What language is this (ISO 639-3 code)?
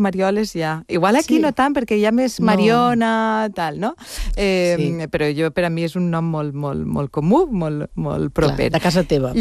cat